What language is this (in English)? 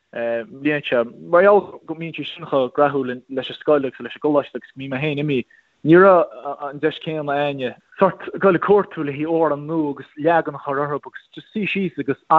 Irish